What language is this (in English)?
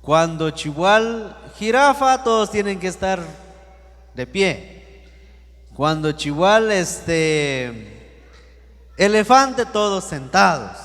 Q'anjob'al